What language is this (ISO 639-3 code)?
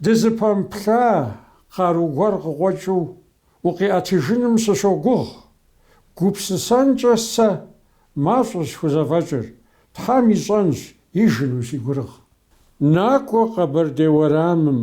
kbd